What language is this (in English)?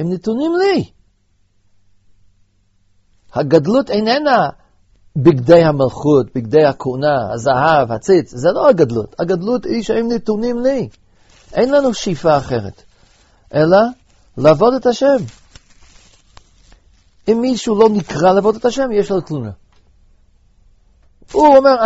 Hebrew